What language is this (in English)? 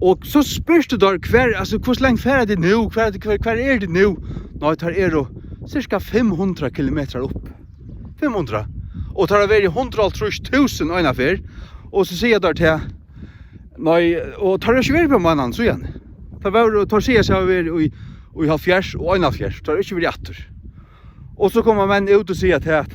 Faroese